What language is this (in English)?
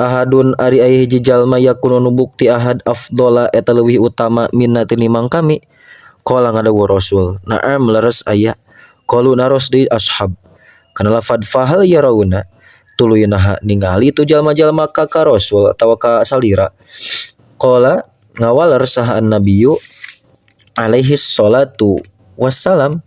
Sundanese